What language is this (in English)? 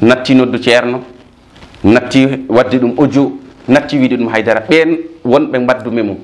Fula